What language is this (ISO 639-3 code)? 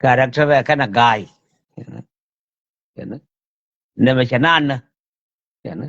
nus